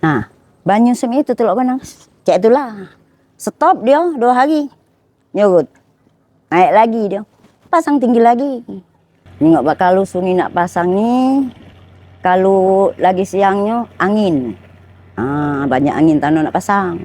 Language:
Musi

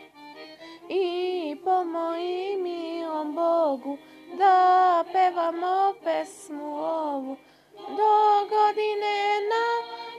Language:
Serbian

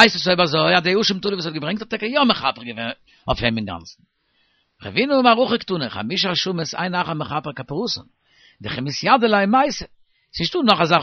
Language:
Yiddish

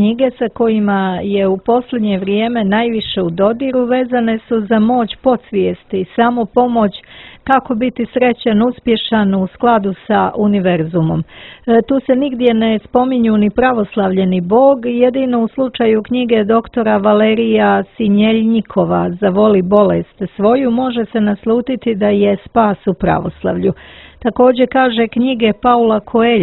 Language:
Serbian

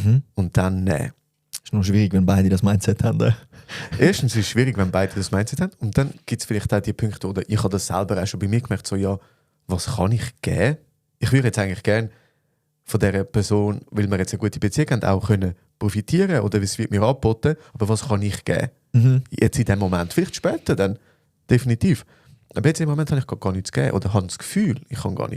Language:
Swiss German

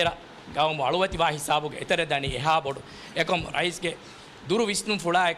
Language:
Divehi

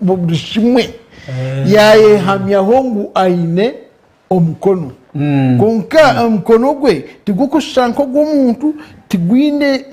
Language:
Nyankole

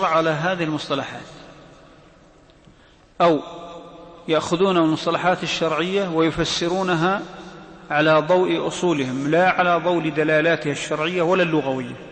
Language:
Arabic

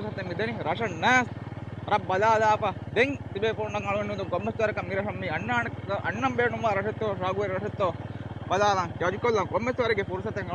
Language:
Divehi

